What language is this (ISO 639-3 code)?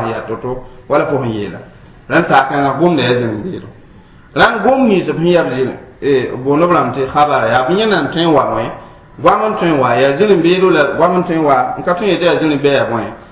mos